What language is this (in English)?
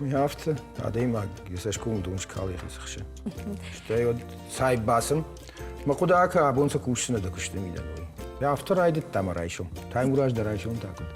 Ossetic